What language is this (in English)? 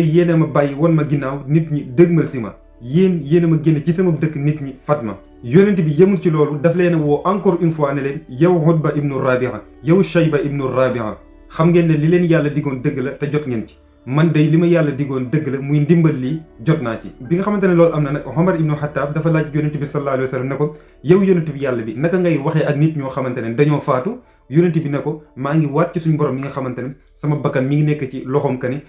Wolof